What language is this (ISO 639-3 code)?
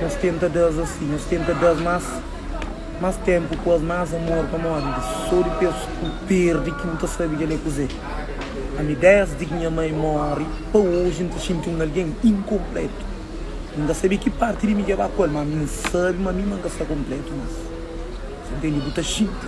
kea